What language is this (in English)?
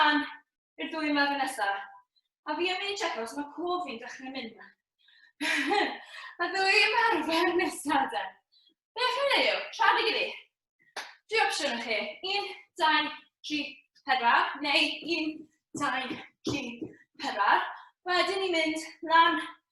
Welsh